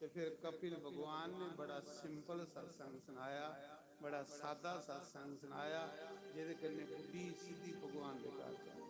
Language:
Dogri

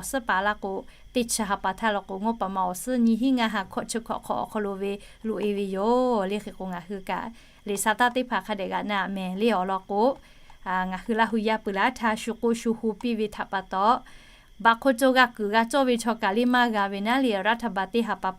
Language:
Lahu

